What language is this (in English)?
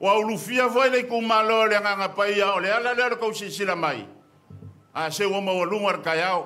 Samoan